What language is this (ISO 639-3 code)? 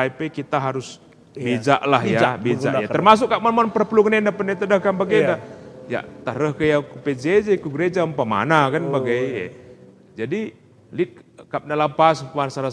btx